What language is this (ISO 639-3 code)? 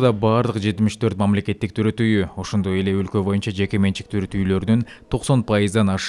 kir